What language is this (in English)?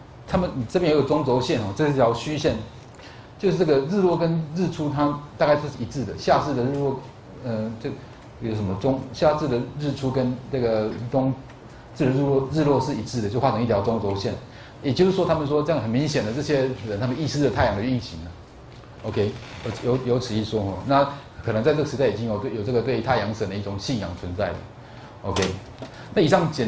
Chinese